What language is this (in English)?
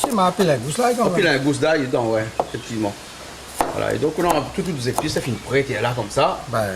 Réunion Creole French